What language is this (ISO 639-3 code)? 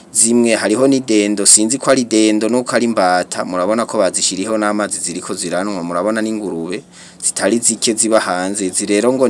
run